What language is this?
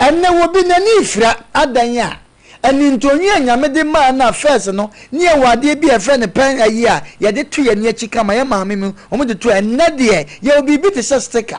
Akan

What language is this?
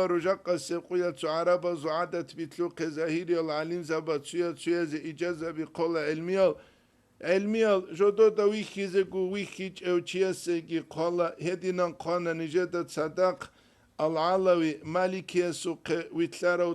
Avaric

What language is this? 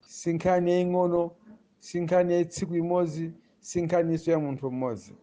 Nyanja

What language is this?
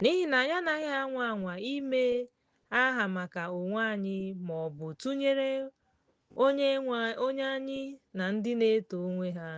Igbo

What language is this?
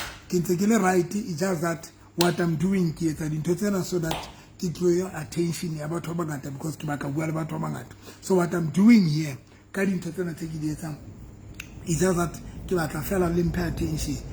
Southern Sotho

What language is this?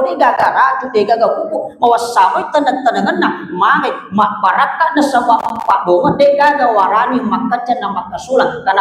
Buginese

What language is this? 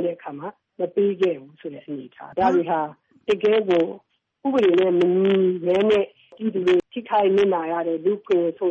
Burmese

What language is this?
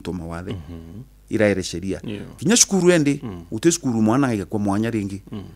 Meru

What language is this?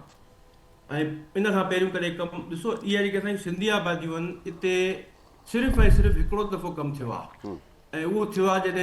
Sindhi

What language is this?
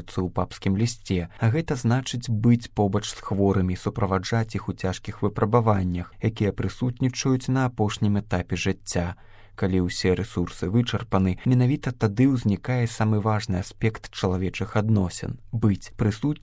Belarusian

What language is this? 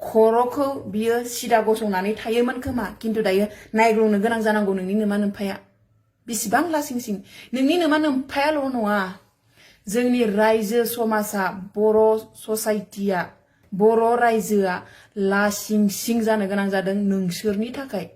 Bodo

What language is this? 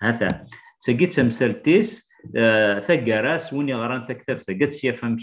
Kabyle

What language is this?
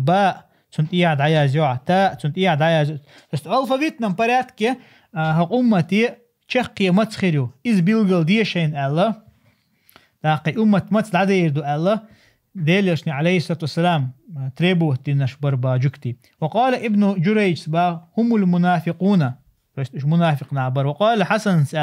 Chechen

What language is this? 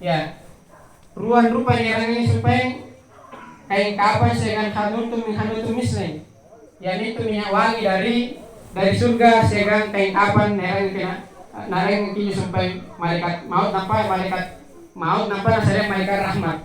Makasar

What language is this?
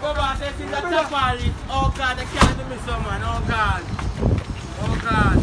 Jamaican Creole English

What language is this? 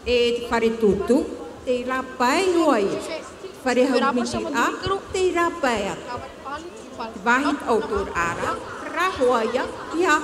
Tahitian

